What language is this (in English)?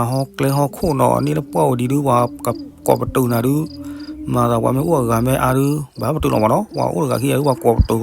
S'gaw Karen